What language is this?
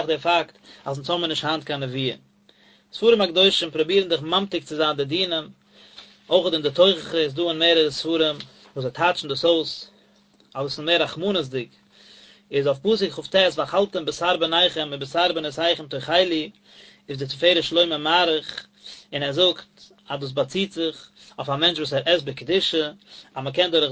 Yiddish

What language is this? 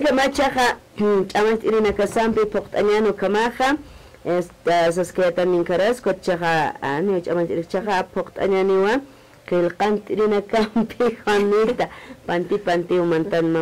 Aymara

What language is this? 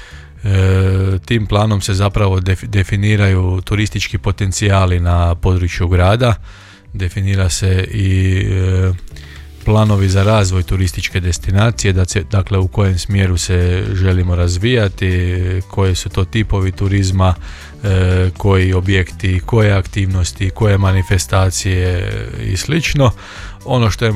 Croatian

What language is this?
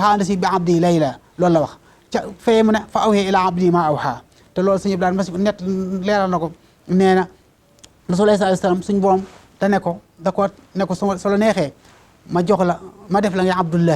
Wolof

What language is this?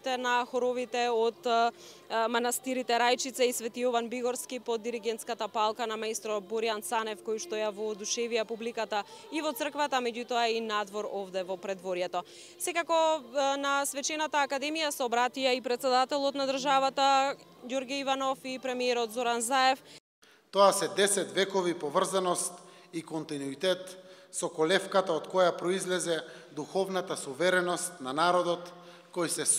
Macedonian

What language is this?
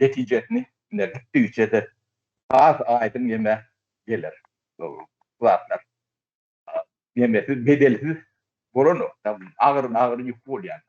Turkmen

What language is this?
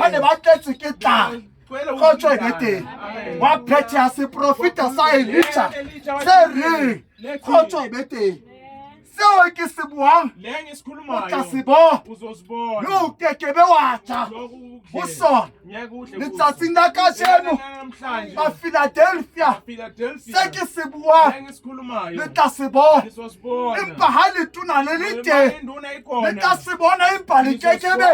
Southern Sotho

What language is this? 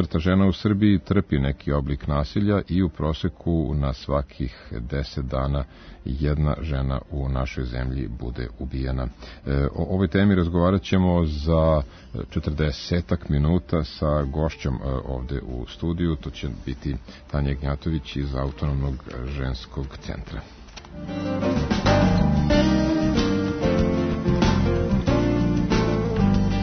Serbian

